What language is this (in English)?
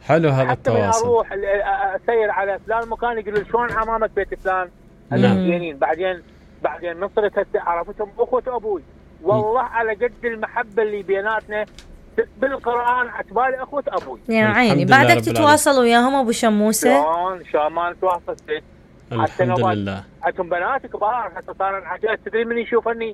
Mesopotamian Arabic